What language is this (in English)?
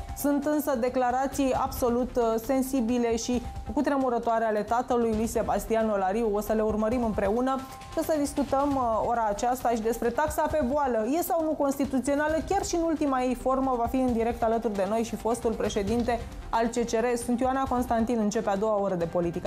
Romanian